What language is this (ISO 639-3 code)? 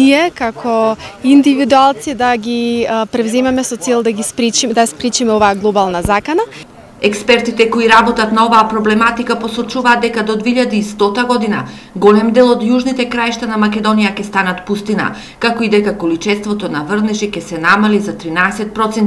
mkd